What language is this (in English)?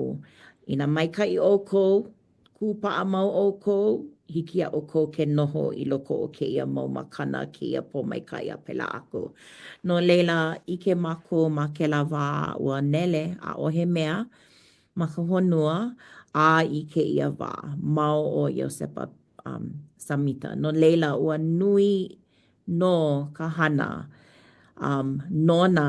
Hawaiian